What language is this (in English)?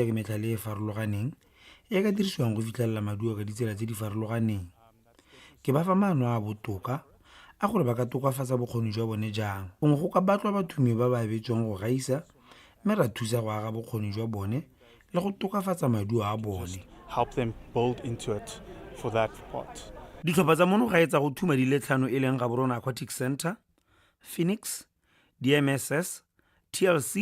Tswana